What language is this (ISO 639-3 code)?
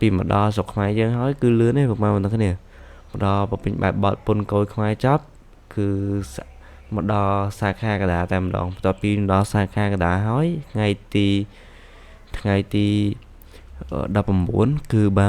khm